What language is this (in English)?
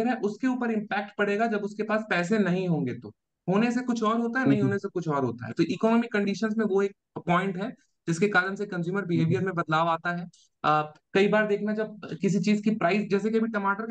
Hindi